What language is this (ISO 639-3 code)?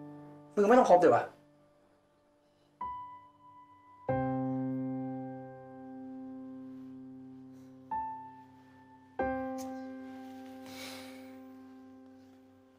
tha